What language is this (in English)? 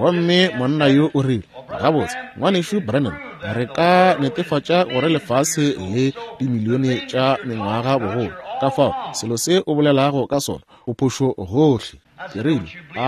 Northern Sotho